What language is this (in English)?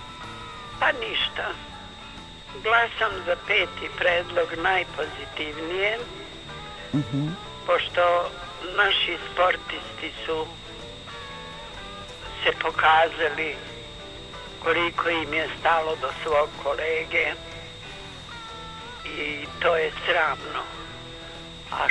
Serbian